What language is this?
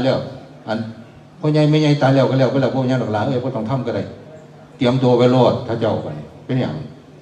Northeastern Thai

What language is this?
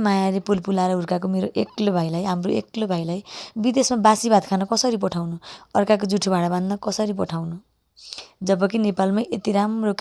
Nepali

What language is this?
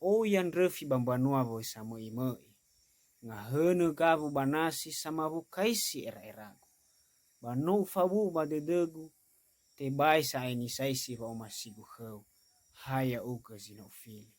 Nias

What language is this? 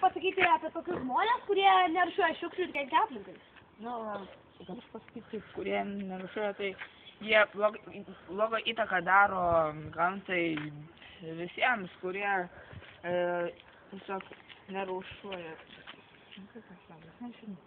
Lithuanian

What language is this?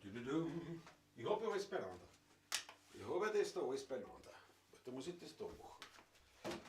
Bavarian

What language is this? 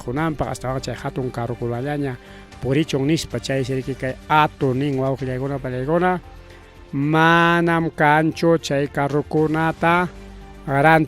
Ayacucho Quechua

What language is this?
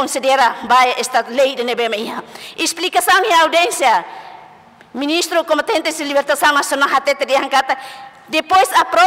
Tetum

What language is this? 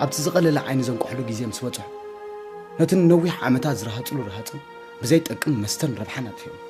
Tigrinya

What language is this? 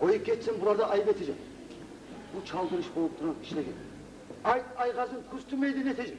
Kumyk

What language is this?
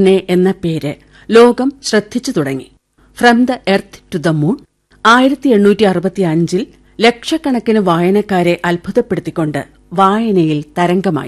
Malayalam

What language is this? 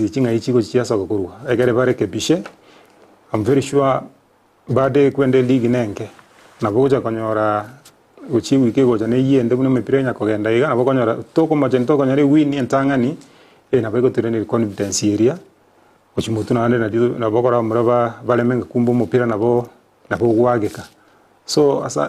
Gusii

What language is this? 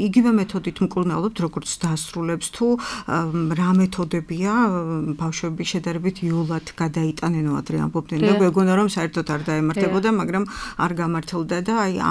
Georgian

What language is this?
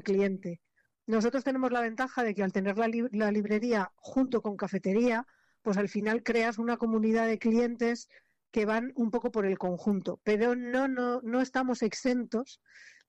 Spanish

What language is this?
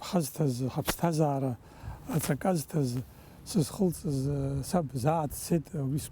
Abkhazian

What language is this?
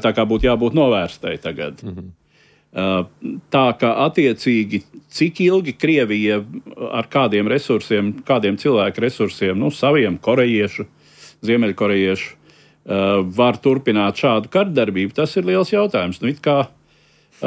Latvian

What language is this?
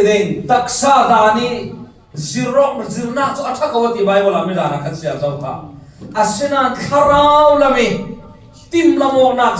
Falam Chin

